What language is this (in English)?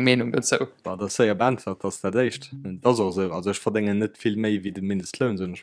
Luxembourgish